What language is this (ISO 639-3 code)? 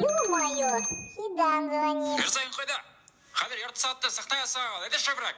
bak